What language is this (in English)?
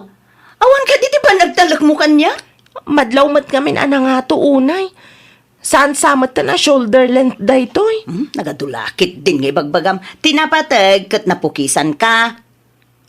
Iloko